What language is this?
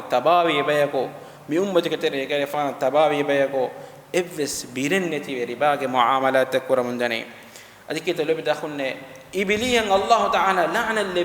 Divehi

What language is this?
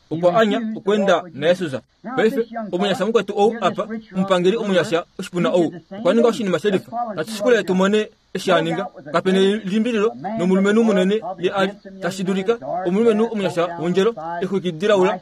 Kuanyama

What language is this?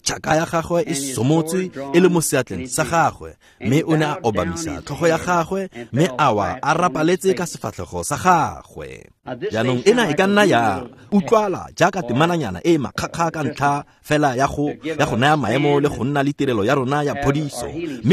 Tswana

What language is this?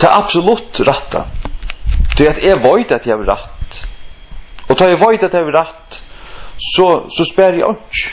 Faroese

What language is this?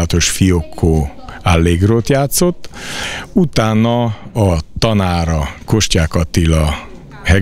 Hungarian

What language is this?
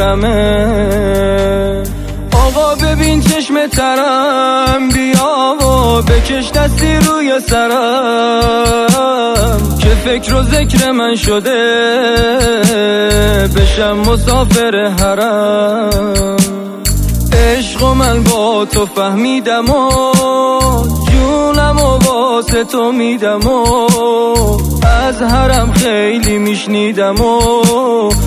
Persian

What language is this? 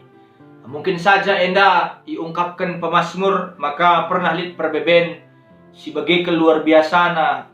Batak Karo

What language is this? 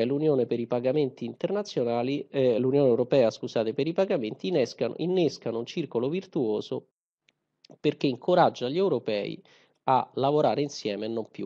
Italian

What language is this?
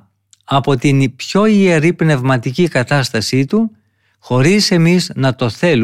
Greek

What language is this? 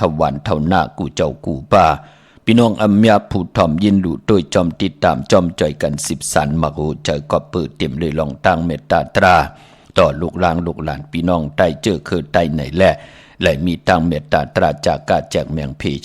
Shan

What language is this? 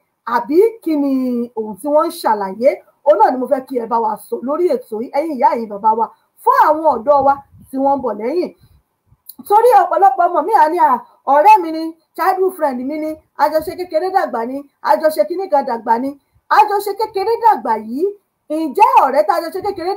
Yoruba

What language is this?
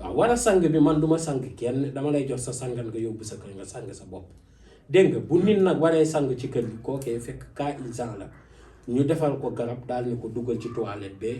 Wolof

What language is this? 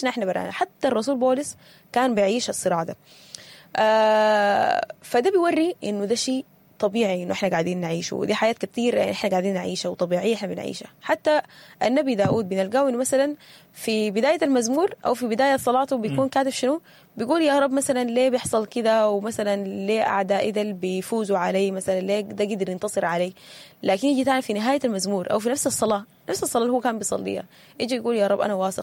Sudanese Arabic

